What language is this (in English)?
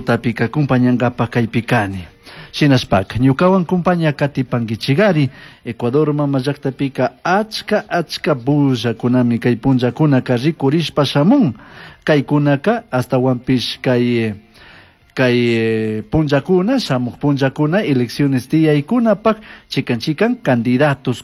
Chimborazo Highland Quichua